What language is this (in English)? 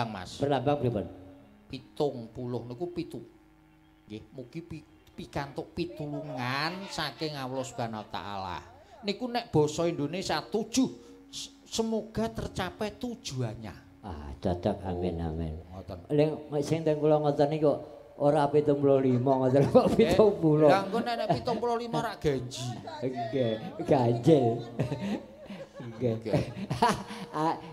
Javanese